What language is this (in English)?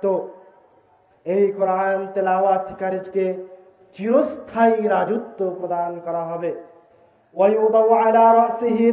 Bangla